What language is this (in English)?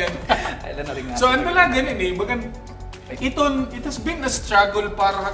Waray